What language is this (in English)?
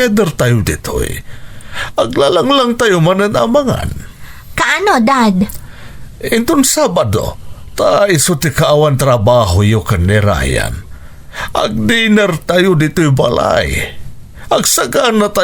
Iloko